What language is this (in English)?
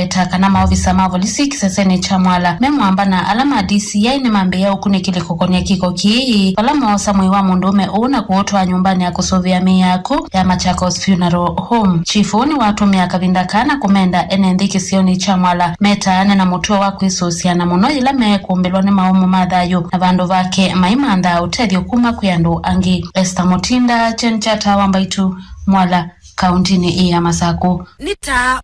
Kamba